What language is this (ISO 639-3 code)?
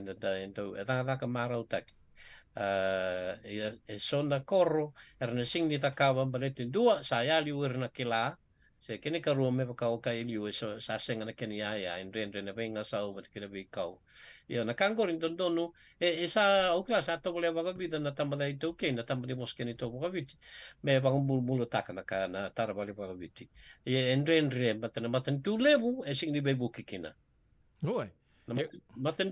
fij